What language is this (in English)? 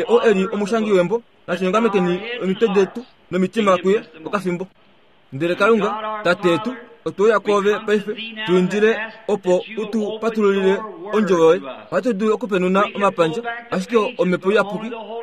Kuanyama